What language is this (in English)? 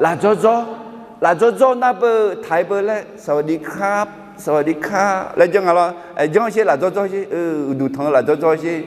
Akha